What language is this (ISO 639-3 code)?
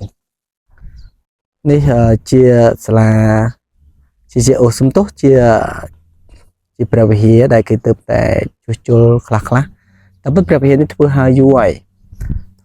khm